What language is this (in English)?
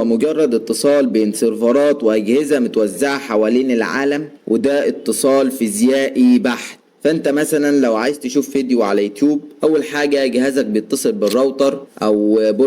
Egyptian Arabic